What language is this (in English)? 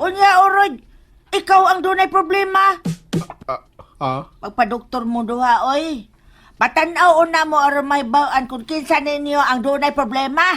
Cebuano